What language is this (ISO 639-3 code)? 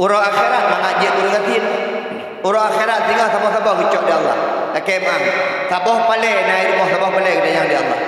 ace